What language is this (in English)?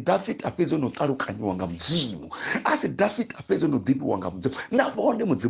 Venda